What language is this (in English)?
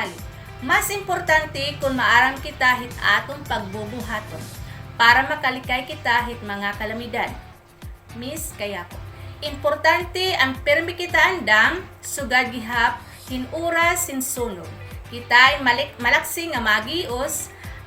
Waray